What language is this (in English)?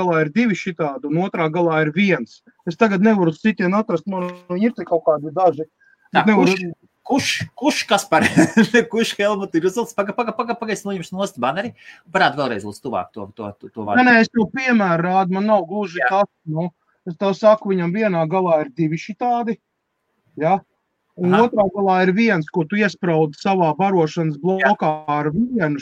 Latvian